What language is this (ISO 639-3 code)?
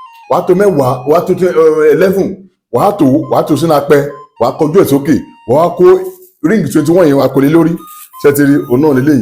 yor